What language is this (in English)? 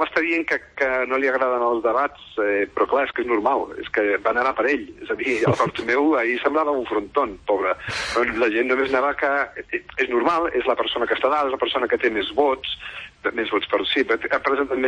Catalan